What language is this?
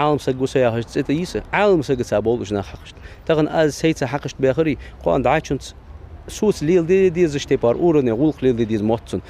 Ingush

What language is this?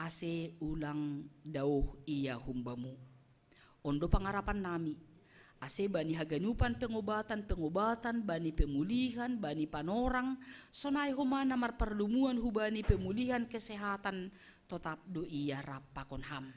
Batak Simalungun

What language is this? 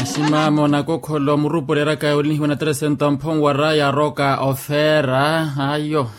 Makhuwa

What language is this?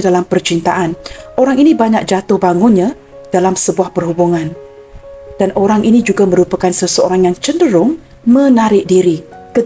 Malay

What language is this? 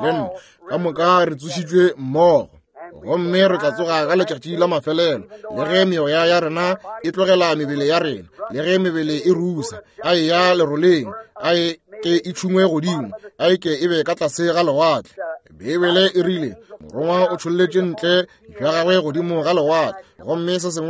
Northern Sotho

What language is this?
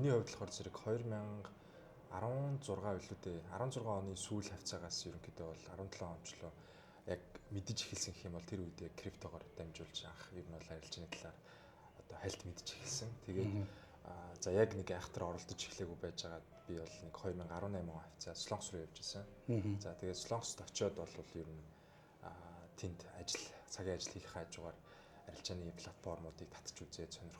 Mongolian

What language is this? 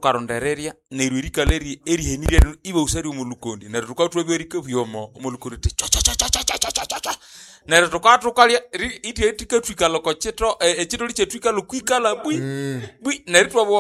Nande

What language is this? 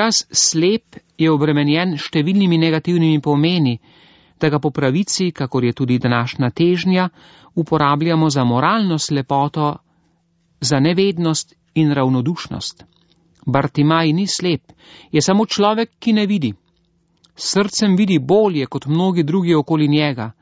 Slovenian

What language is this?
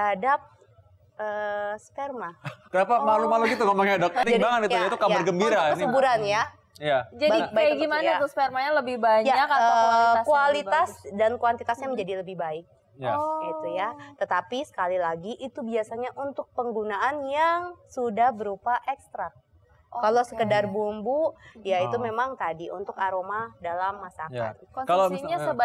Indonesian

